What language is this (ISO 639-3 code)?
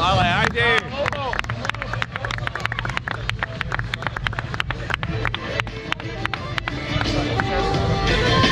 hrv